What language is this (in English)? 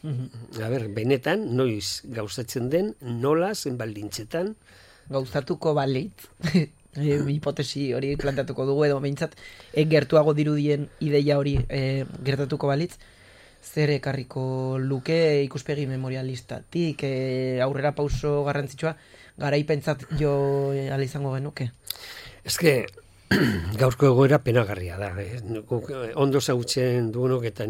Basque